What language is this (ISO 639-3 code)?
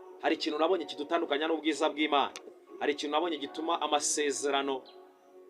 kin